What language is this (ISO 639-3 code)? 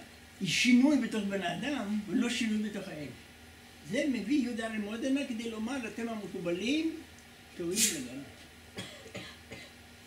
heb